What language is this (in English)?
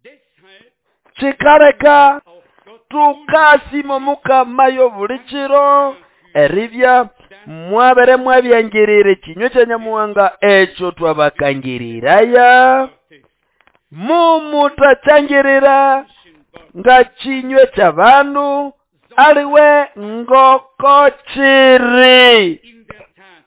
Nande